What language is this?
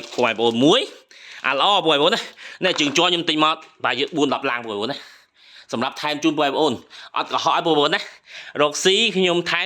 Khmer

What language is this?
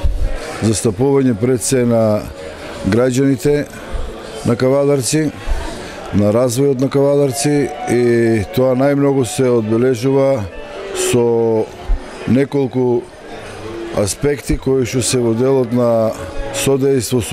Macedonian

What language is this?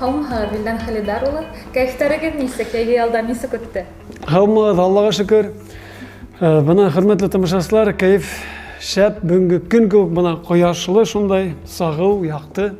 Bashkir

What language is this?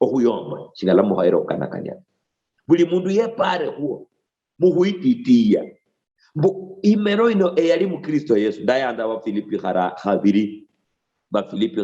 Luyia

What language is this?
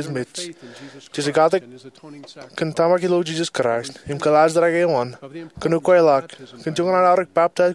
Marshallese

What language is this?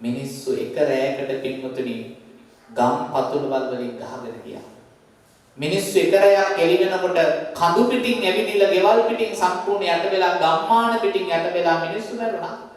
Sinhala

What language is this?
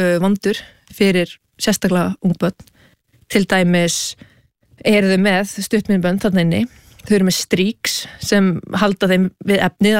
Icelandic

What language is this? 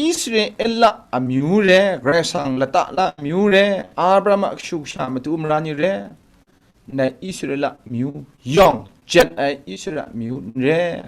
Kachin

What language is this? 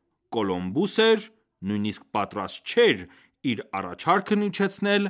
Armenian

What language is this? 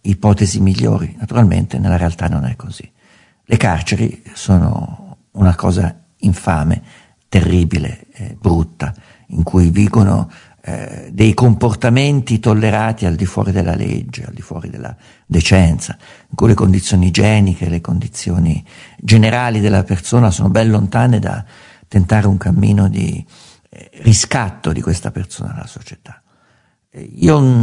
Italian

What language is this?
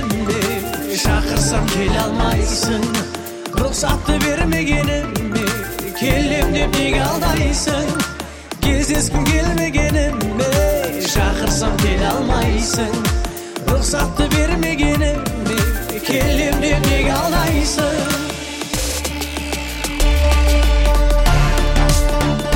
Kazakh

